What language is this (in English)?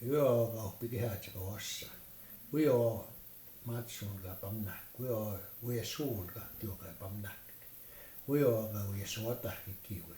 Plains Cree